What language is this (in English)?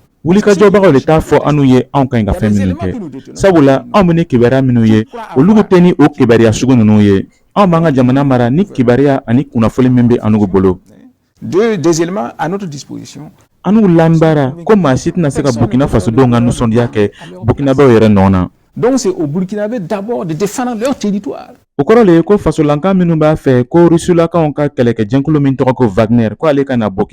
Bambara